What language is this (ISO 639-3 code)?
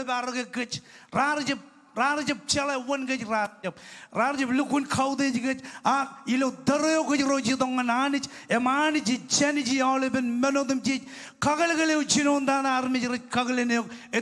mah